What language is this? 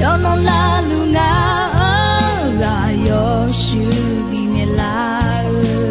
Akha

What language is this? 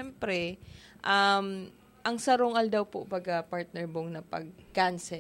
Bikol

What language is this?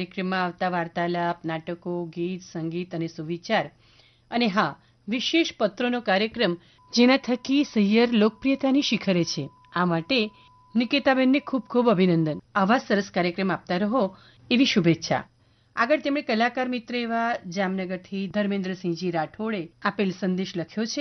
Gujarati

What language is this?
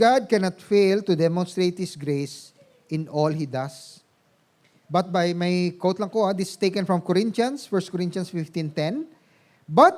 Hiligaynon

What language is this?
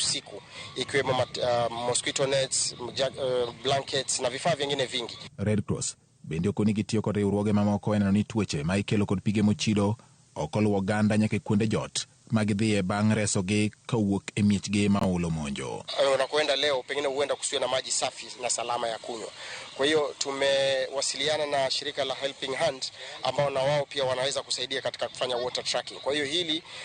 Luo (Kenya and Tanzania)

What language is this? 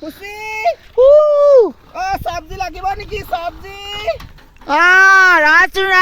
Assamese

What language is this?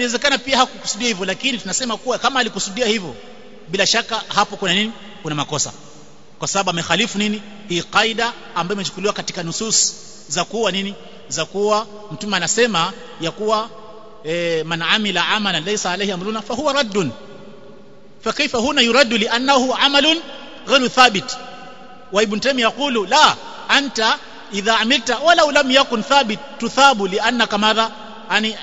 Swahili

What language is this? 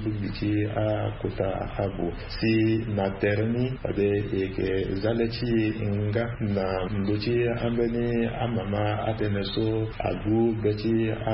Sango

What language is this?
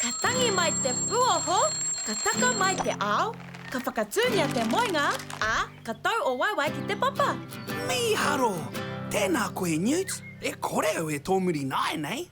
Māori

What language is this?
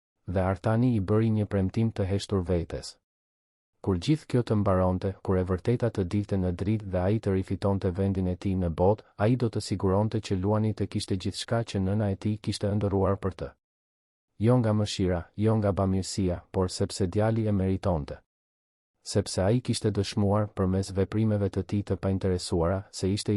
Albanian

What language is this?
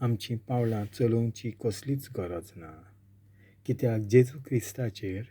Konkani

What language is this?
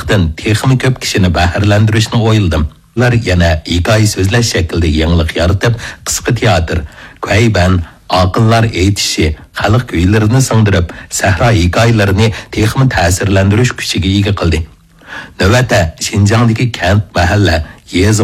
Uyghur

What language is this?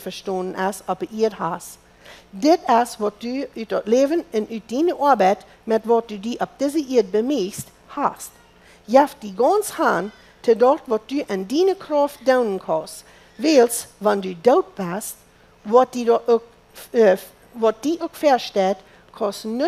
Plautdietsch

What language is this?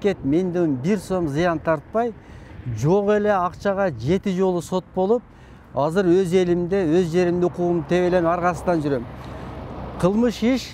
Kyrgyz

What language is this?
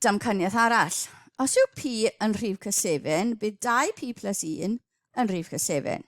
Welsh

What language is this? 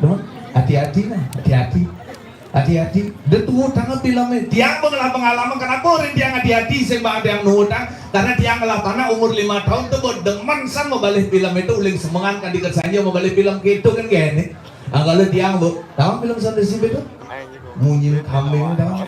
Balinese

